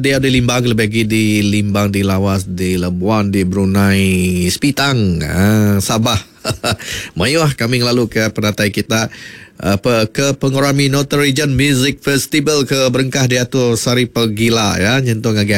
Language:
Iban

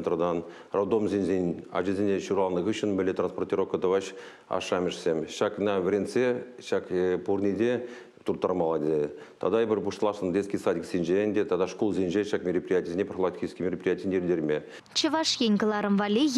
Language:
Chuvash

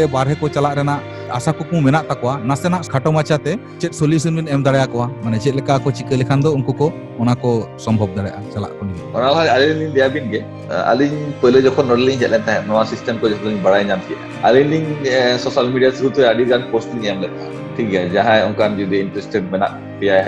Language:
Santali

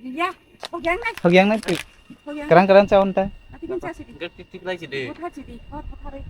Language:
Kok Borok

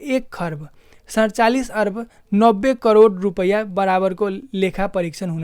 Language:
Nepali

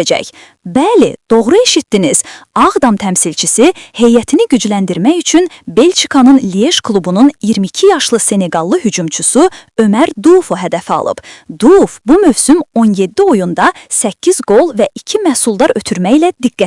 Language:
Azerbaijani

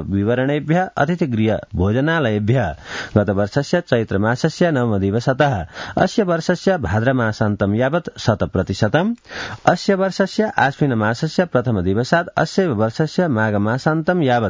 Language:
Sanskrit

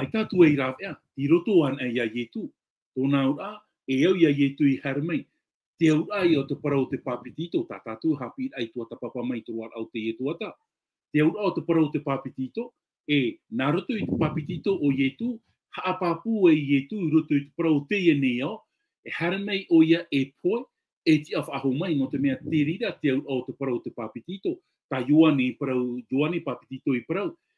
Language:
Tahitian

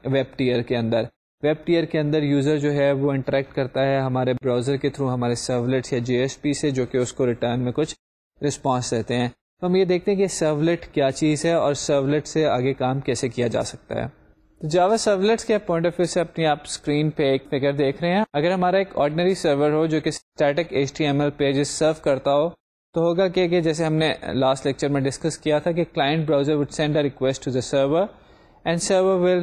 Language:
Urdu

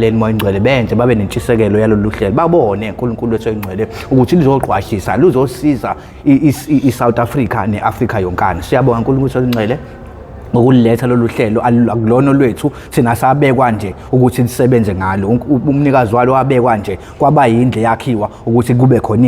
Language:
Zulu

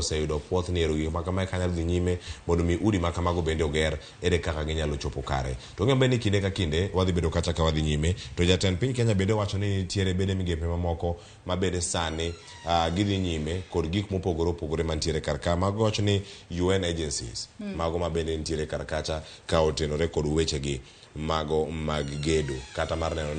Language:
Luo (Kenya and Tanzania)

